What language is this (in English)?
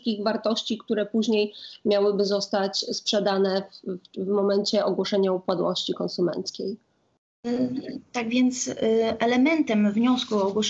Polish